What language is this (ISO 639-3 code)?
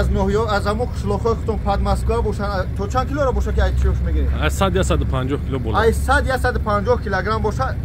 tgk